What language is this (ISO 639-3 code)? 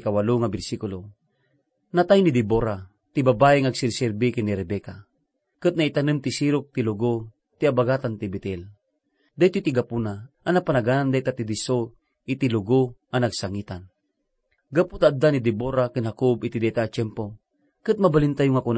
ilo